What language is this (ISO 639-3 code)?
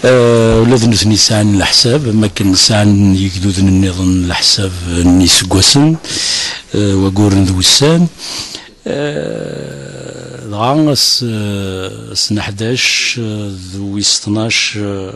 kab